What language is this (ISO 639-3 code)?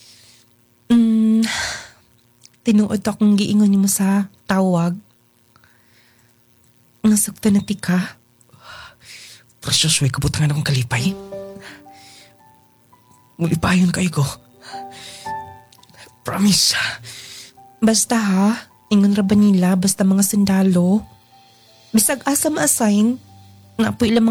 ceb